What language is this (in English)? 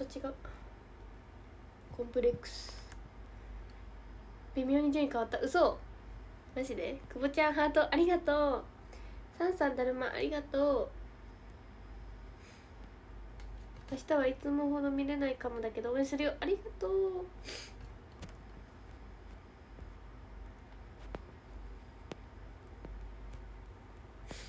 Japanese